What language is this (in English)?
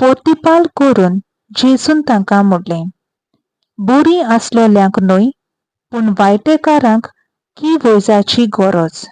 Konkani